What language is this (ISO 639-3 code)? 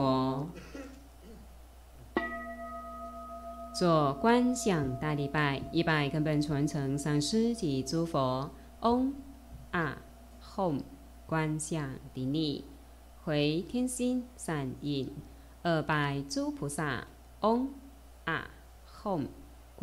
zho